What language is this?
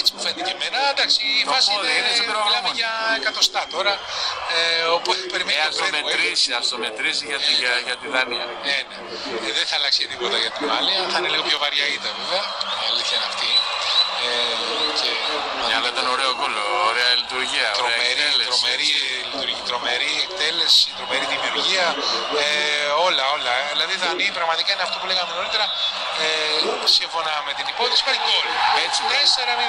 Greek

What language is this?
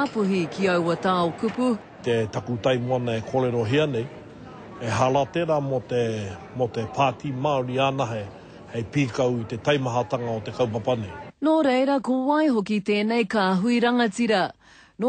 Māori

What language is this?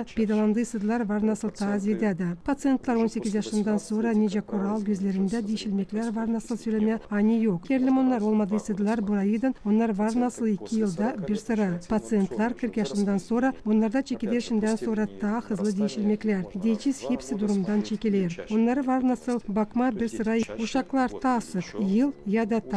Gagauz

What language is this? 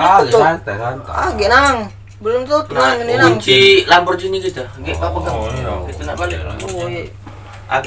Musi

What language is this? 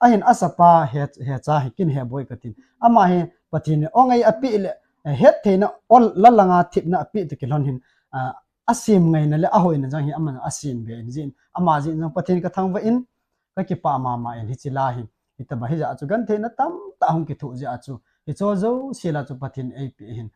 Thado Chin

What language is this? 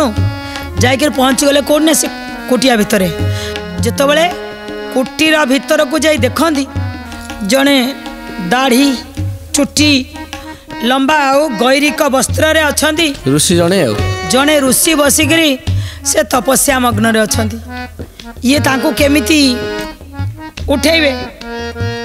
Odia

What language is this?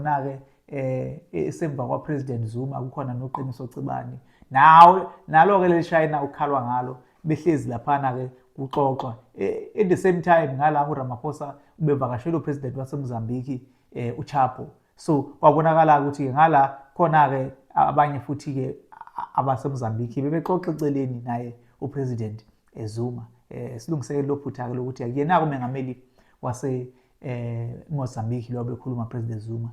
Zulu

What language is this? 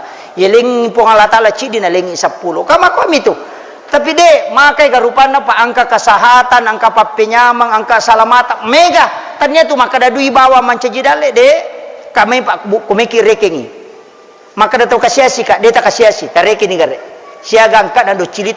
Buginese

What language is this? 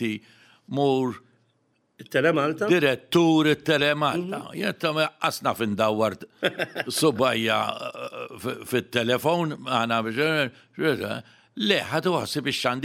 Maltese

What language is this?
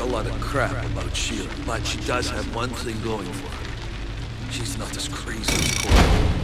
English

